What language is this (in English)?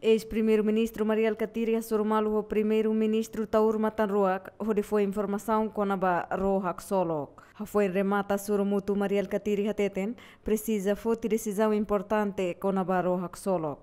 Tetum